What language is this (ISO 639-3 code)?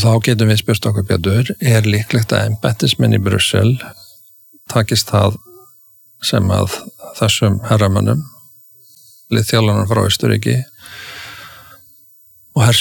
isl